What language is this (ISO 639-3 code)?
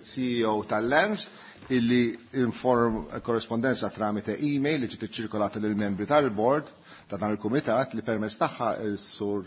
mlt